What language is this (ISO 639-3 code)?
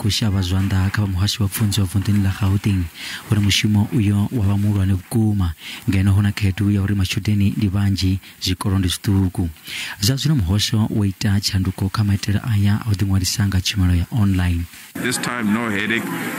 ven